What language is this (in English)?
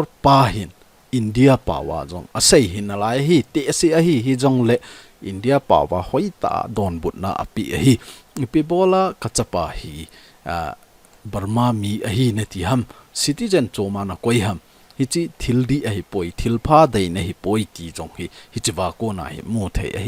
Thado Chin